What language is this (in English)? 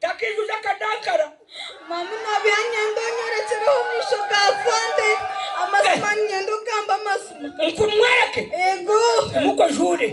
Nyankole